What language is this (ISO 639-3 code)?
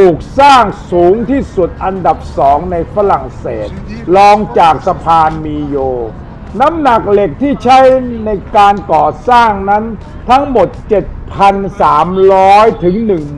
tha